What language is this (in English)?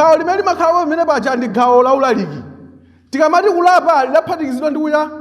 Nyanja